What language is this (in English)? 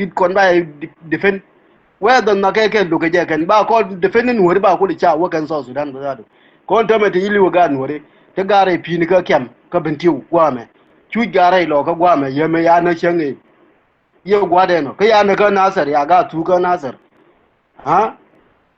Nuer